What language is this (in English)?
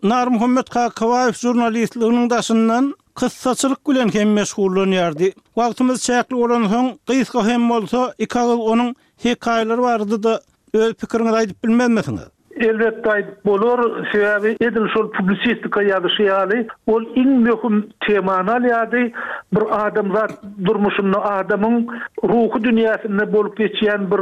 Turkmen